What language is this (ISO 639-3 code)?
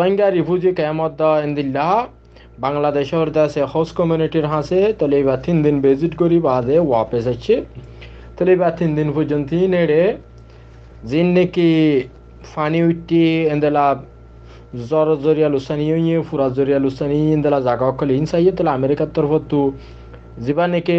rhg